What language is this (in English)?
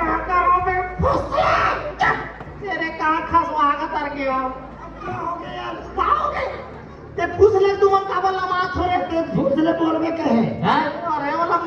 Chhattisgarhi